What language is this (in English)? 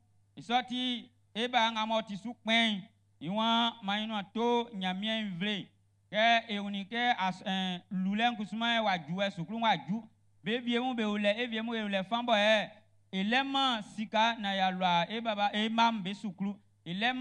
Baoulé